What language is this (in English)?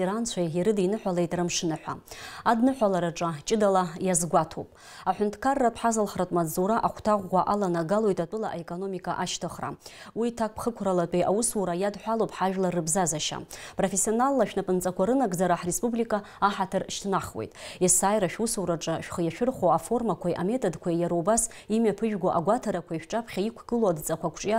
Abkhazian